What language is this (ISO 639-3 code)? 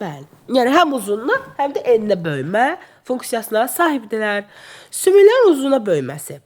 aze